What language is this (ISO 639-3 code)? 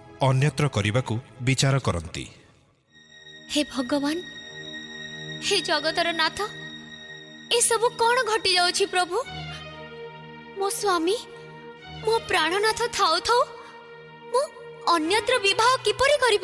ori